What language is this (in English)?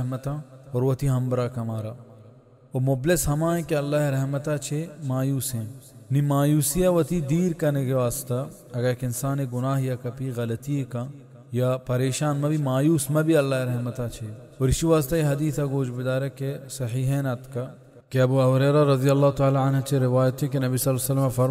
Baluchi